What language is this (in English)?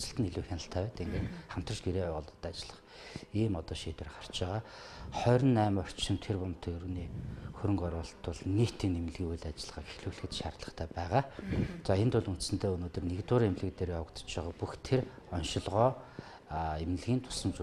Mongolian